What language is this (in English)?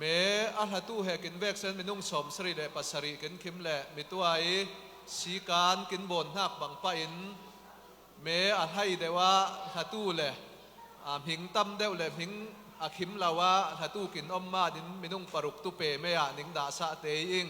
Falam Chin